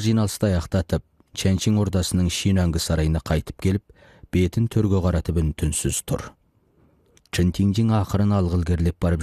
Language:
Kazakh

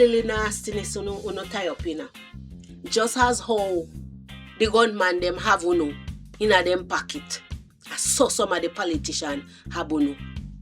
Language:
Jamaican Creole English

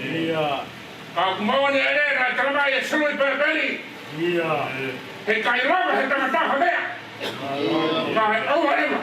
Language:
Tongan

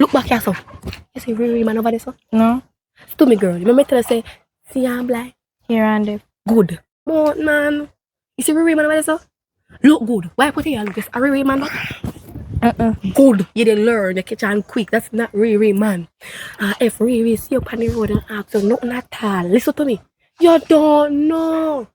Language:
Jamaican Creole English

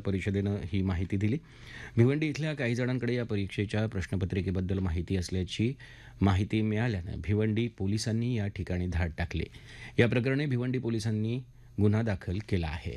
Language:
Marathi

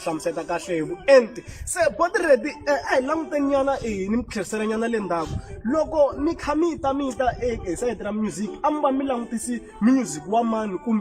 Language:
Tsonga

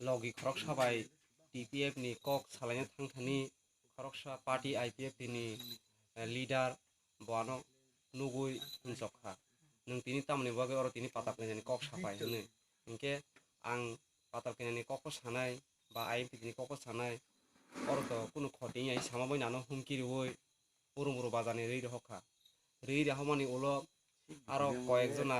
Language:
Kok Borok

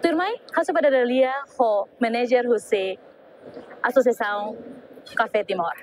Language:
Tetum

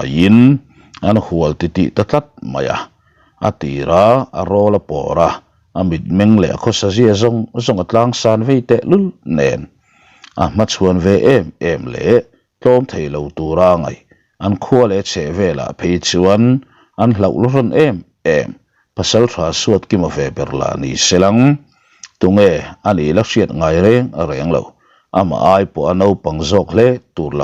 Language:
Mizo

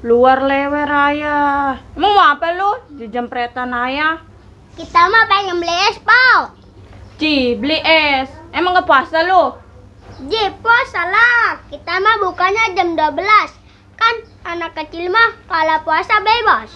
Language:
Betawi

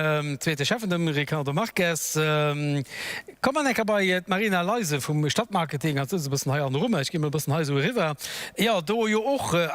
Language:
Luxembourgish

